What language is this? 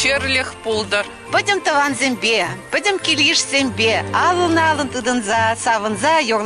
Chuvash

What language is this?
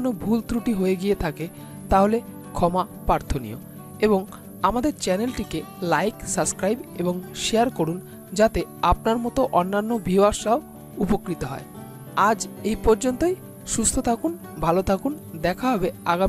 Bangla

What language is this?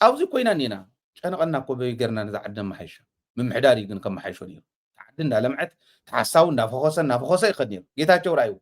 Tigrinya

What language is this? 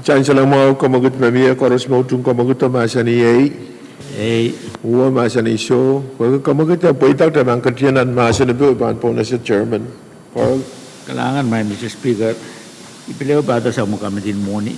Pohnpeian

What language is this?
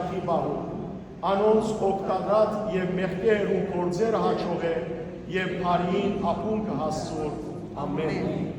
Western Armenian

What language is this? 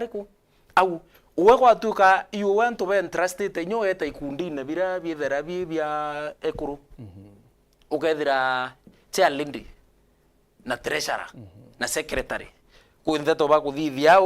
Meru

